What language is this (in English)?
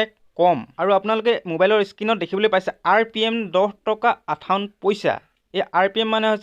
Assamese